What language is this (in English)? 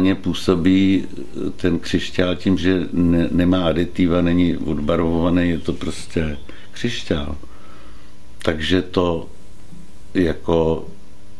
Czech